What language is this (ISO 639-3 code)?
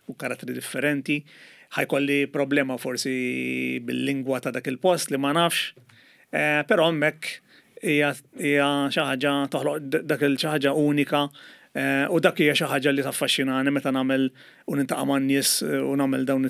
mlt